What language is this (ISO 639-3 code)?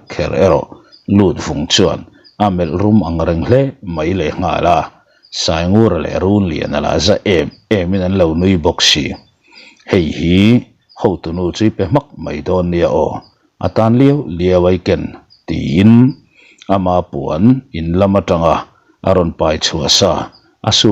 lus